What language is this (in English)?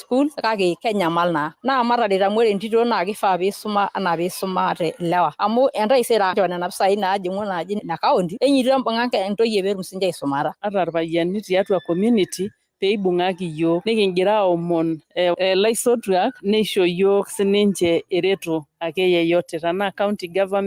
Masai